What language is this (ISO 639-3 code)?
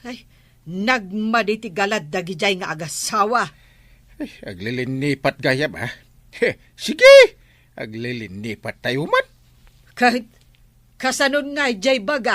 ilo